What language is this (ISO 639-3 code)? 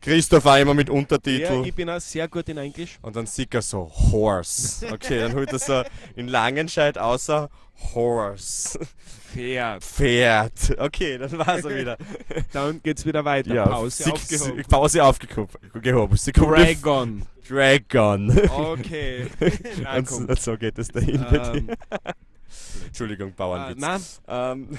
bar